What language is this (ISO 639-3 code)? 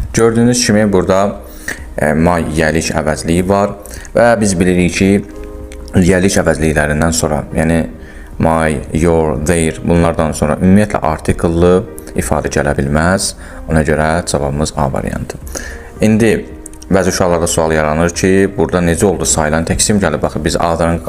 aze